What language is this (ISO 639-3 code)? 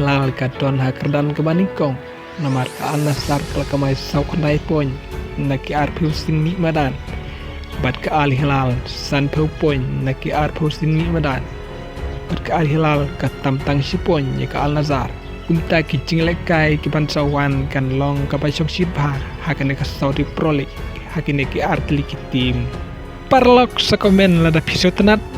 kha